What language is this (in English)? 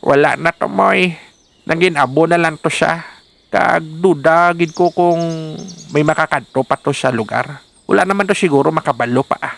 Hiligaynon